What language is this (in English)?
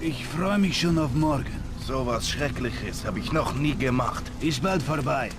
Bavarian